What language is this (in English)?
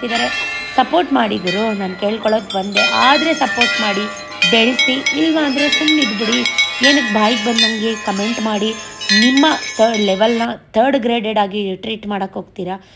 Kannada